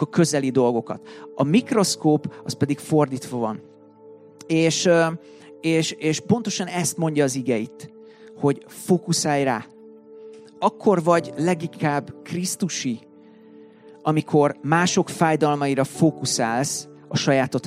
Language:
Hungarian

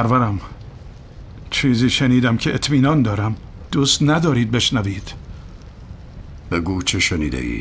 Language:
Persian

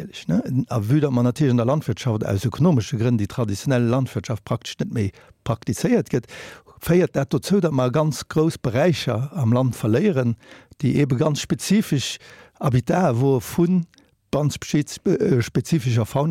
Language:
Luxembourgish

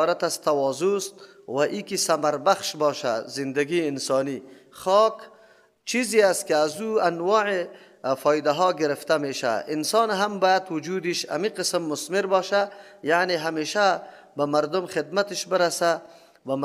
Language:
Persian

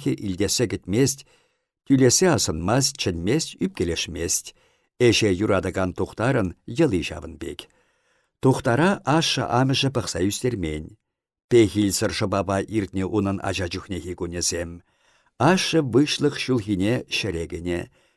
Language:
Chuvash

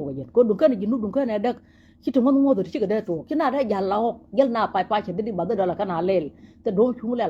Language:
Nuer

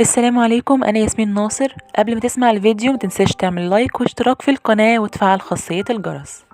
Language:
Egyptian Arabic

